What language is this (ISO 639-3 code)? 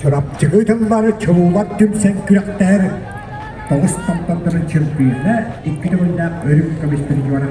sah